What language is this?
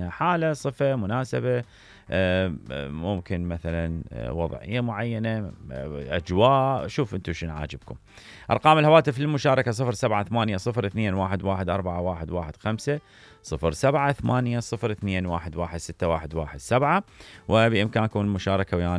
Mesopotamian Arabic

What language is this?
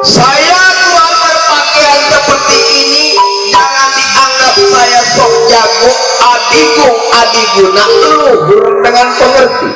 Betawi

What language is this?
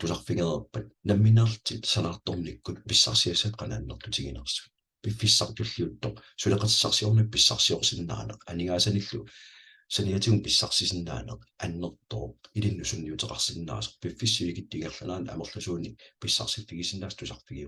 Kalaallisut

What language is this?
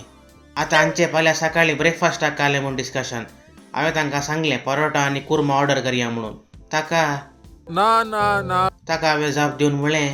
Konkani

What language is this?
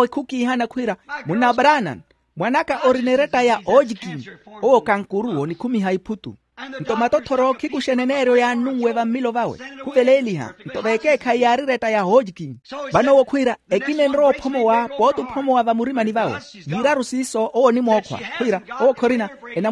Makhuwa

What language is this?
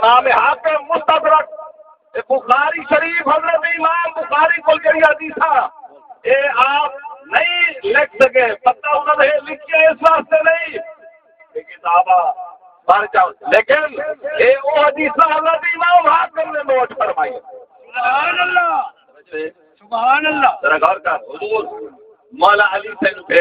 Saraiki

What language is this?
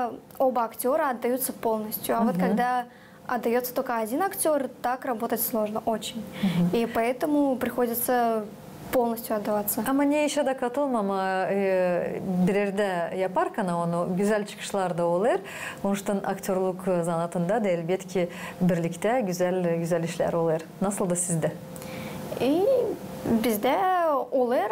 Gagauz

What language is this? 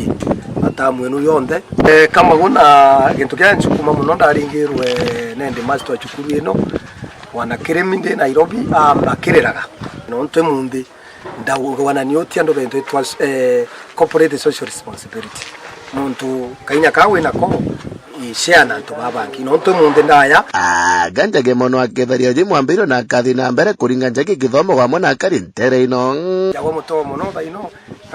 Meru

